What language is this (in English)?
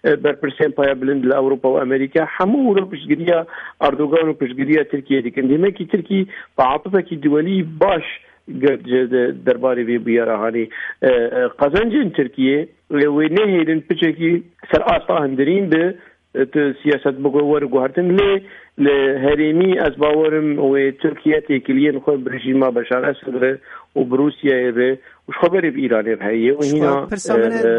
Kurdish